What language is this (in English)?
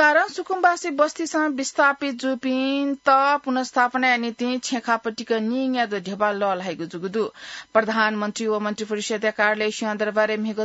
Newari